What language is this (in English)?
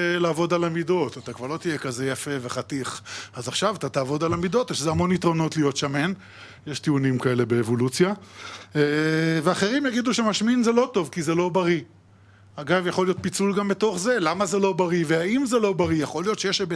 Hebrew